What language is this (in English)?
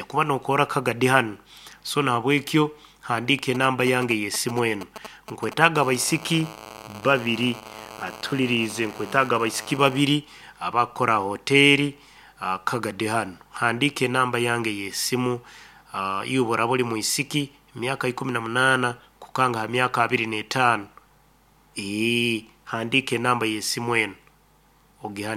Nyoro